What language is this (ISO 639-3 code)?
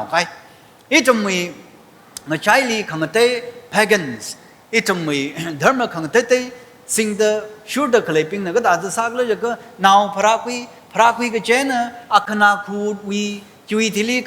nmf